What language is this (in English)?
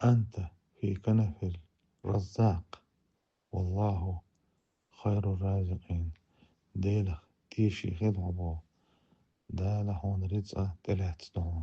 Chechen